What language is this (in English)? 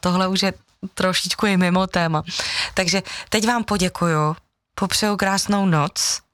Czech